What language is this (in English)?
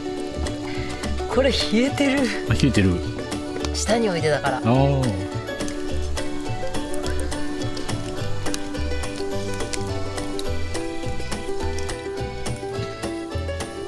Japanese